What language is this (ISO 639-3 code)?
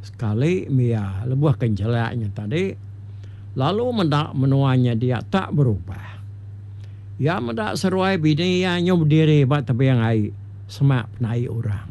iba